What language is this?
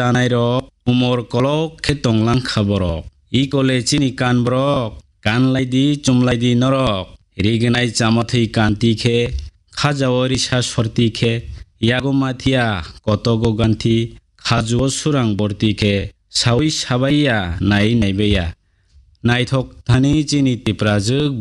Kok Borok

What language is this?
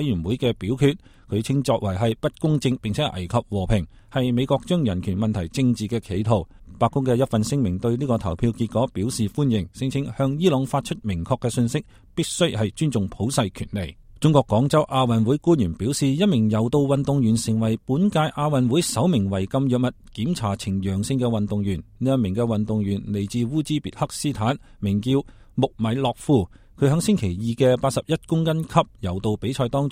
Cantonese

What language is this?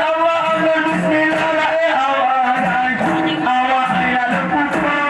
Achinese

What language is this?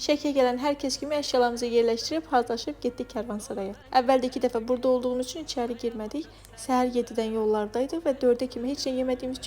Azerbaijani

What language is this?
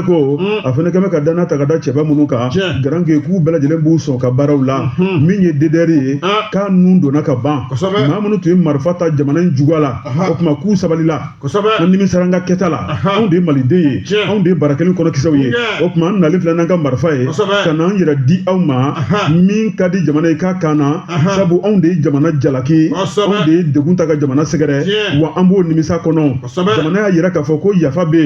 Bambara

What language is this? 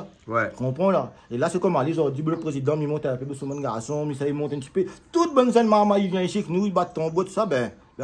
Réunion Creole French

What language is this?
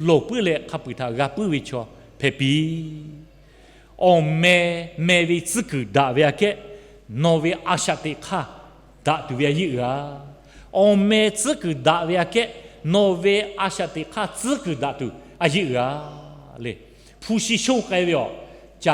Lahu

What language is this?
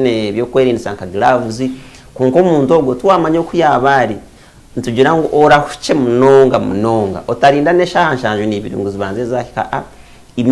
Nyankole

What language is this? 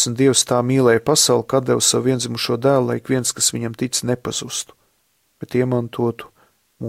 Latvian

